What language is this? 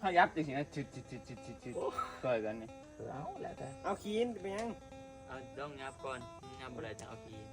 Northeastern Thai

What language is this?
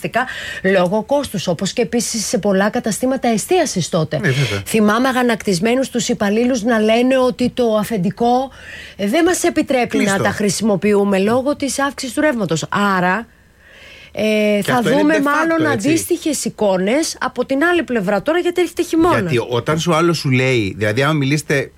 Greek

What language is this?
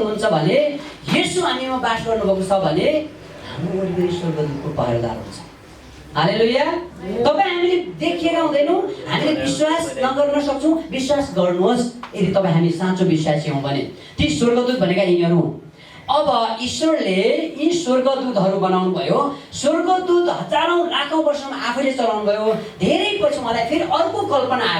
Nepali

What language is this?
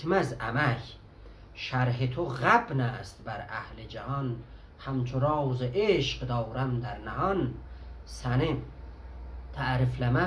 South Azerbaijani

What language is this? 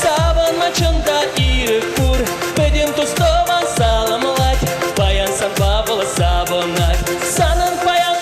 Chuvash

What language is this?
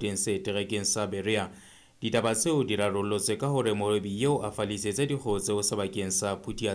Southern Sotho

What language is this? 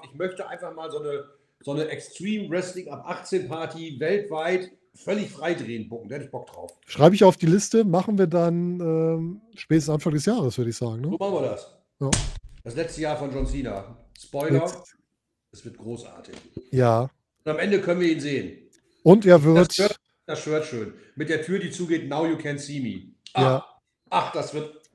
German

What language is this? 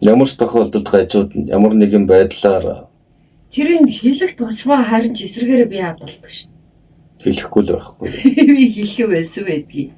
Mongolian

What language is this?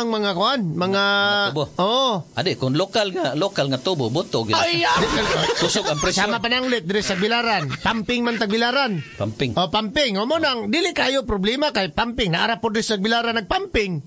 Cebuano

